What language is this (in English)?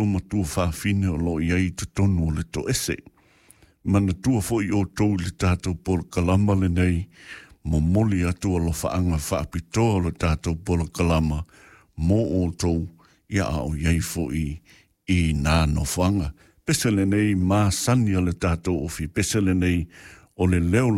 Samoan